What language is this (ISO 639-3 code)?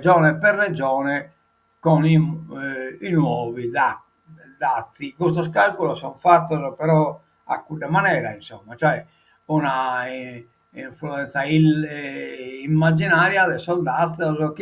srd